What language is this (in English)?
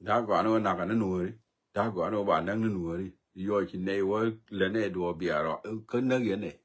Nuer